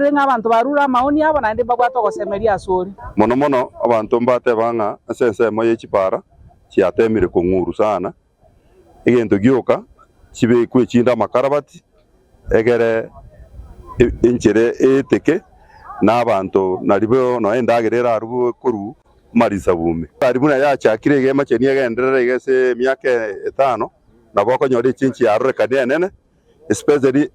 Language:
Gusii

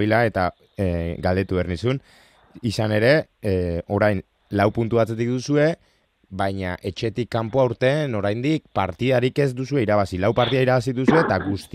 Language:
Basque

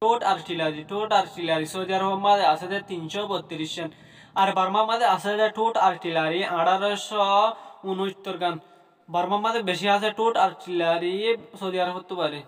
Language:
Rohingya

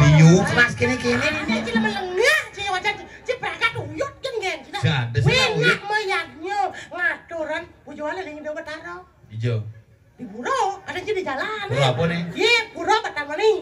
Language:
Balinese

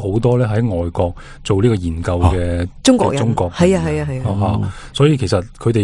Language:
Cantonese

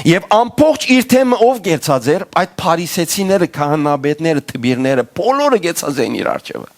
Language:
Western Armenian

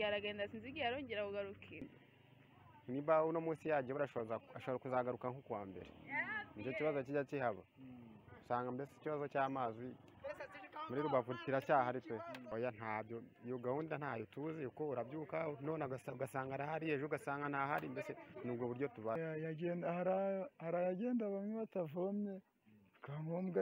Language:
Kinyarwanda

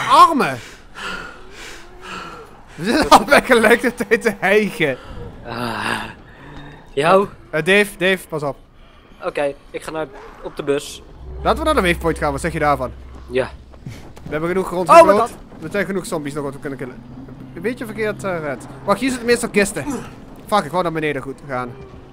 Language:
Dutch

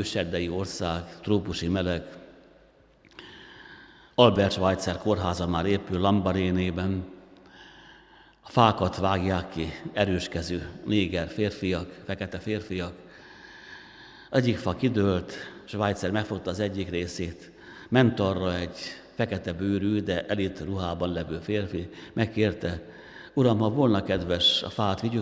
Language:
Hungarian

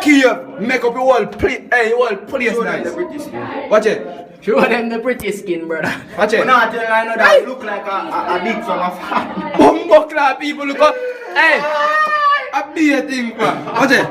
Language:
Jamaican Creole English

